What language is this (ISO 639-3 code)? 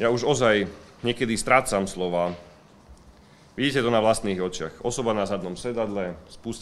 slk